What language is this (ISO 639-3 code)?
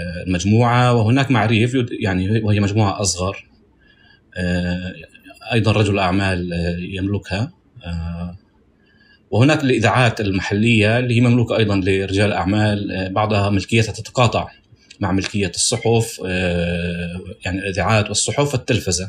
apc